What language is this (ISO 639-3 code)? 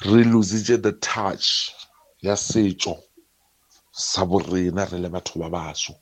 nso